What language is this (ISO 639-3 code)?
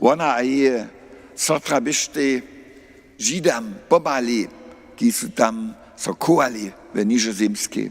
hsb